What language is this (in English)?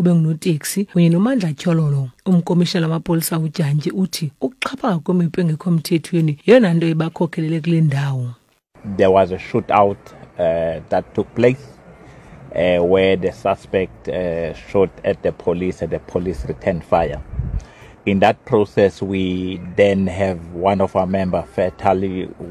Xhosa